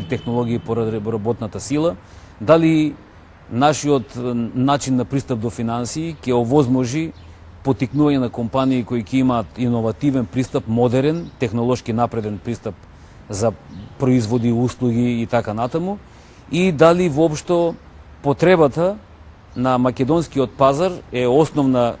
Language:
Macedonian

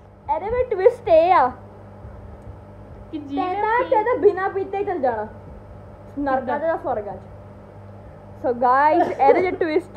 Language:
Punjabi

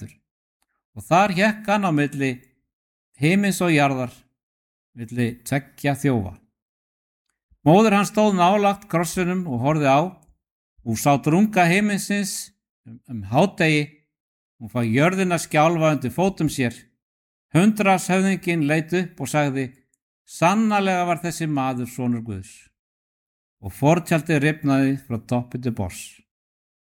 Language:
Icelandic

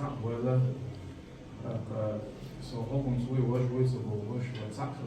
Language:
Chechen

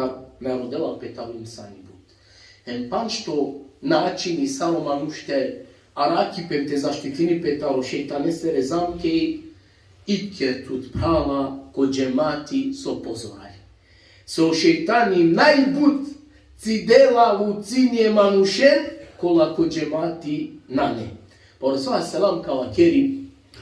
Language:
Balkan Romani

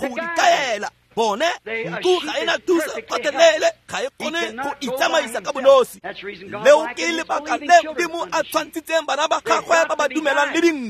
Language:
Tswana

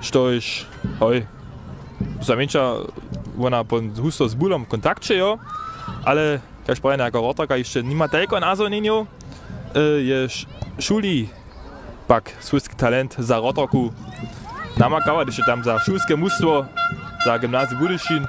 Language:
Upper Sorbian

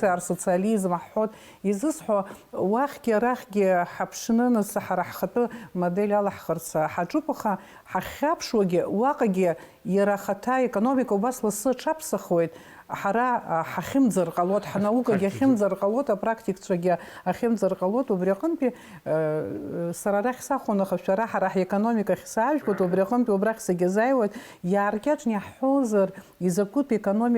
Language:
Abkhazian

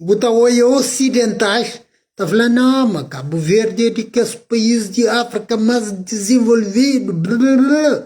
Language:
Kabuverdianu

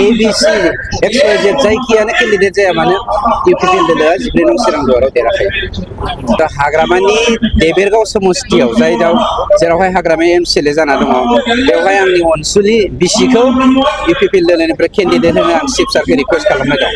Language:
Bodo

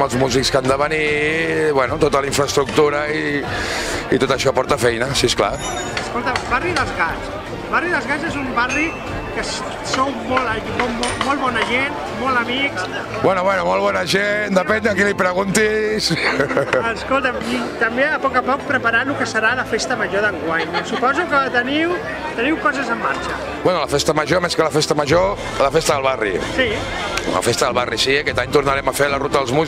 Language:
Catalan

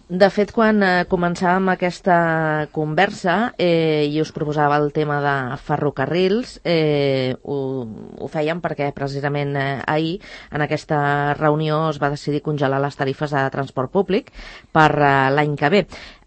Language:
Catalan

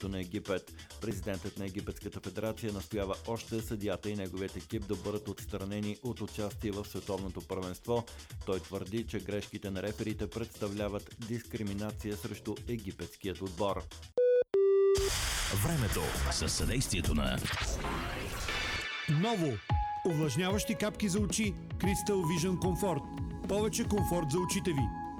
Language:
Bulgarian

